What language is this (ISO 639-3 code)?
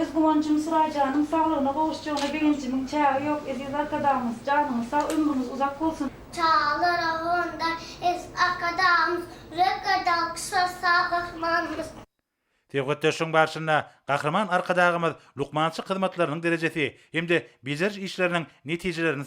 tuk